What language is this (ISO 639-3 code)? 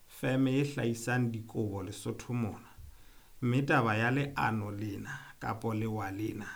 sot